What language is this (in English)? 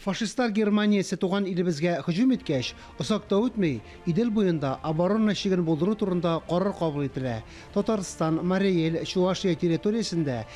Tatar